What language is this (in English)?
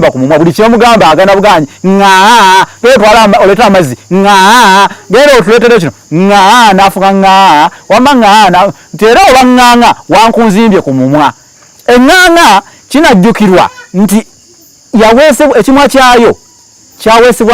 Ganda